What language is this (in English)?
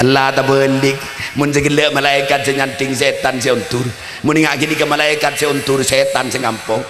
Madurese